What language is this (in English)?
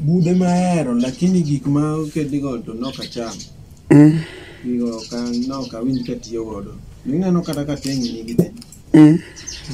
Luo (Kenya and Tanzania)